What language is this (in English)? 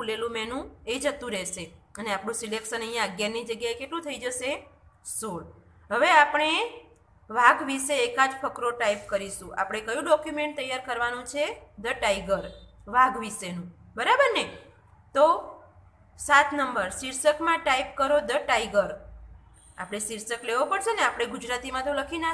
Gujarati